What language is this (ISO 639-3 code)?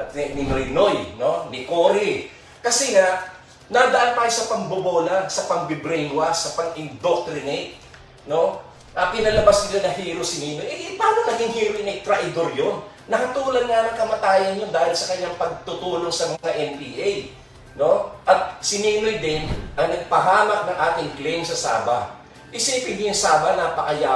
fil